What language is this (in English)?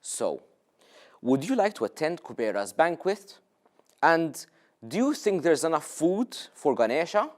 English